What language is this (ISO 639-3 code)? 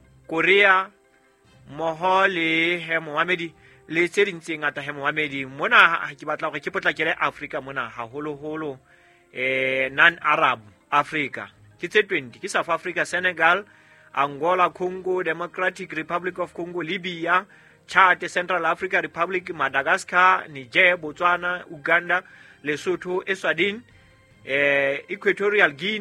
sot